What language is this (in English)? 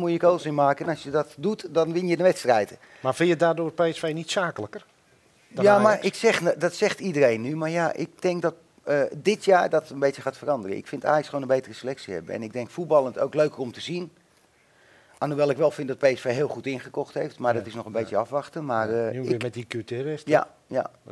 Dutch